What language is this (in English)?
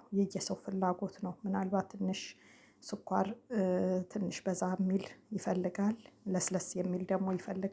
Amharic